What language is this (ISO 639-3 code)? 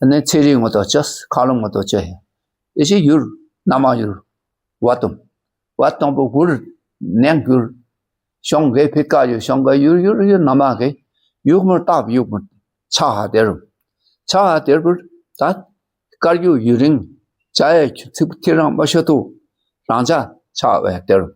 dka